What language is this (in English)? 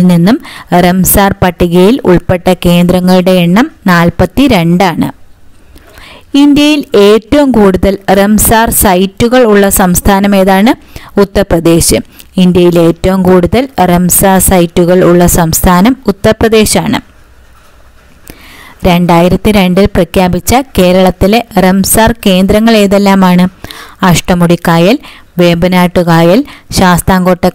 Malayalam